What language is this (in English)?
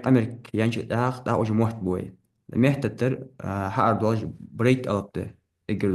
Ingush